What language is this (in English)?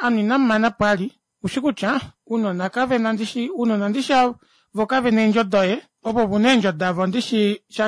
Kuanyama